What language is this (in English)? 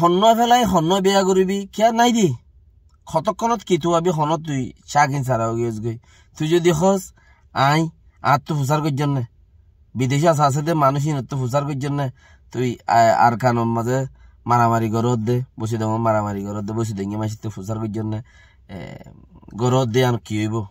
Rohingya